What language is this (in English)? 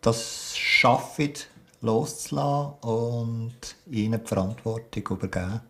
Swiss German